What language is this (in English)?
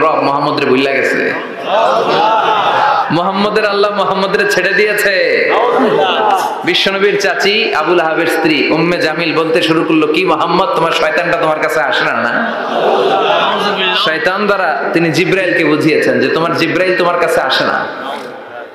Bangla